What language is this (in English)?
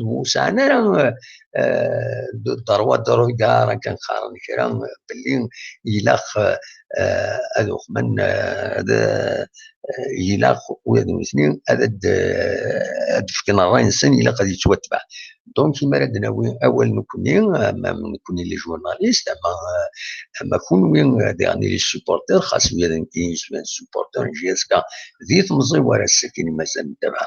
Kabyle